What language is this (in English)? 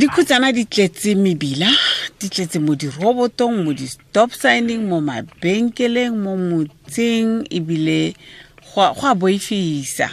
Tswana